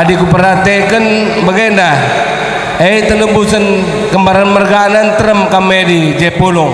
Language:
Batak Karo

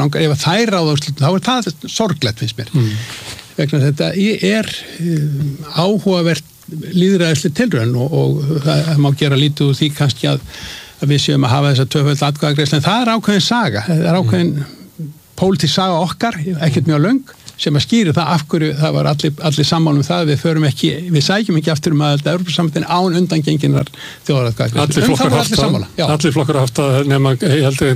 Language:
Icelandic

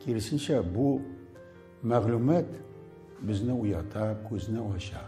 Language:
Tatar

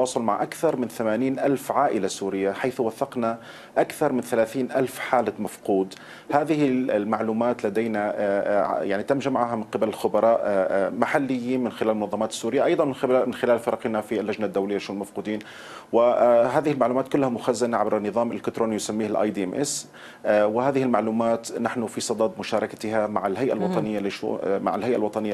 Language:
Arabic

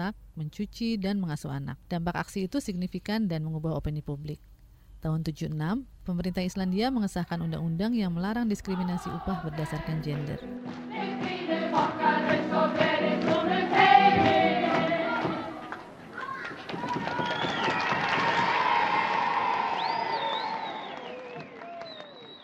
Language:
Indonesian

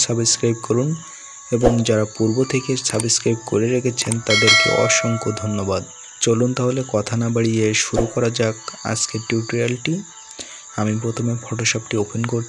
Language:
Bangla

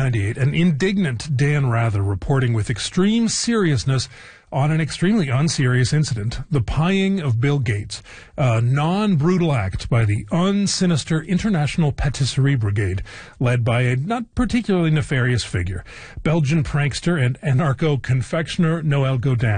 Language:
English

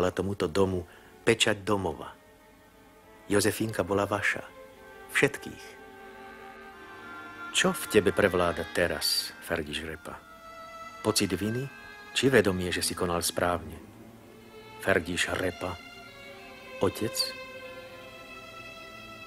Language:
Slovak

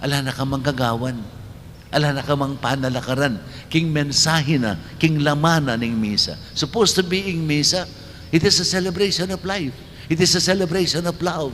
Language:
Pampanga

